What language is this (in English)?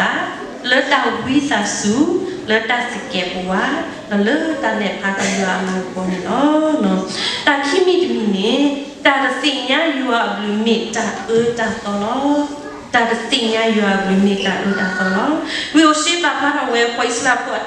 S'gaw Karen